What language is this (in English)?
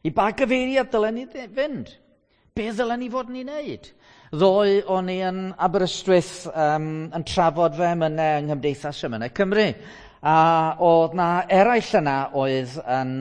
Welsh